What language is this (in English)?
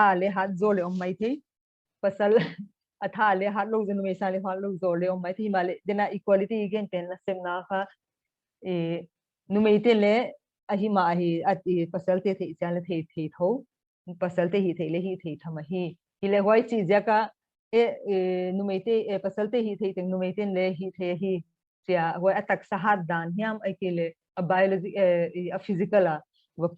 Paite Chin